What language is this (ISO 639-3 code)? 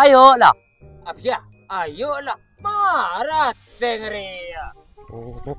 mad